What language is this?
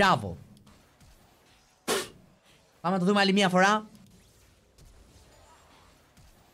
Greek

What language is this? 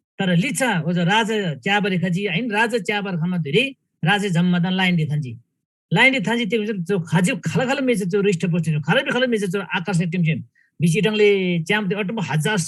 Eastern Tamang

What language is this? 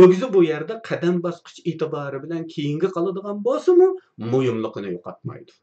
Uyghur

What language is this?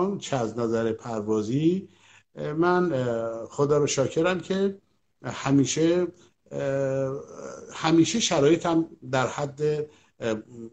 Persian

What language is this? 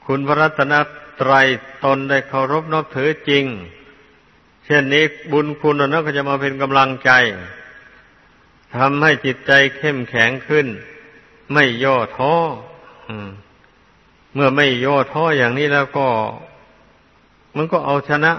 Thai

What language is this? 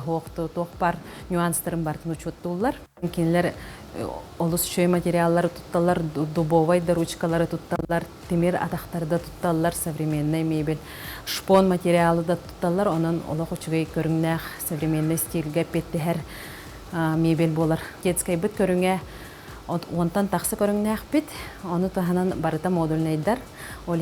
Yakut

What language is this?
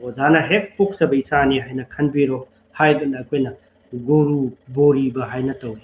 Manipuri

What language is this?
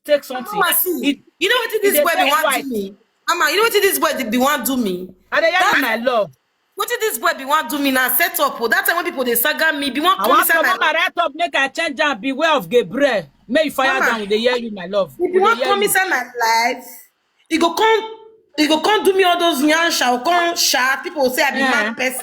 Nigerian Pidgin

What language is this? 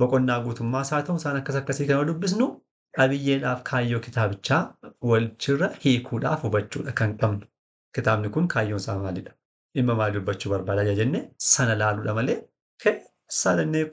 Oromo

